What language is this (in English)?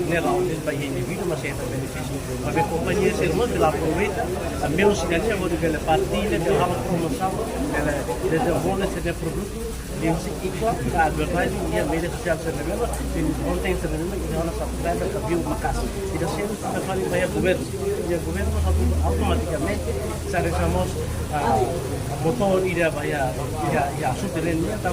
Tetum